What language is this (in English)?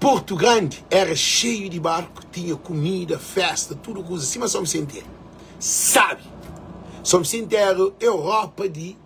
Kabuverdianu